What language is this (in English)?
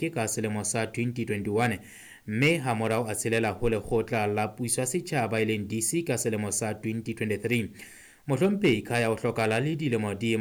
Southern Sotho